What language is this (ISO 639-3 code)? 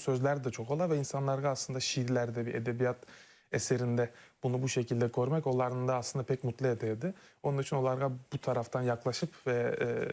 crh